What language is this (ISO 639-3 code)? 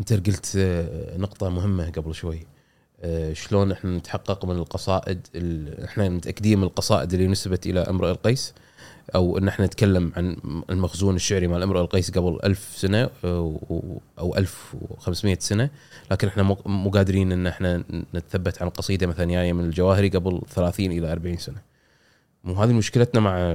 afb